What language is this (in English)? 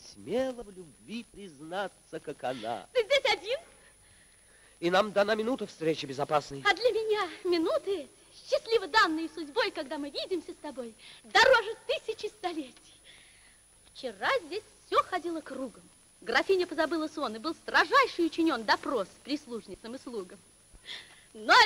Russian